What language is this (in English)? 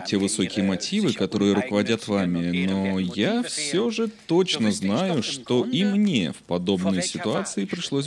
Russian